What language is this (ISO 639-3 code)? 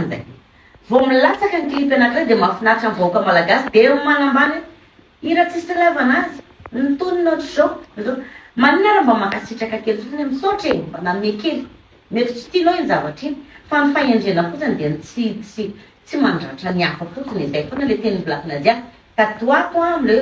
mlg